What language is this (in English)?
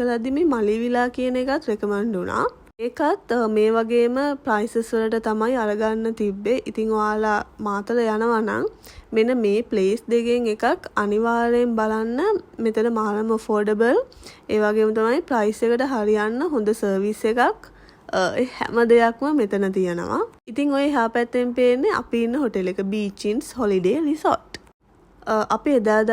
Sinhala